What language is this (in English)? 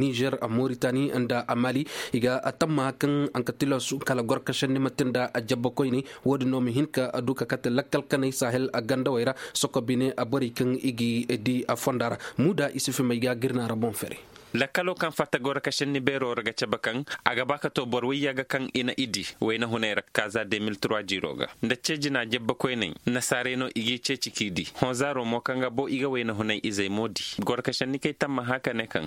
Koyraboro Senni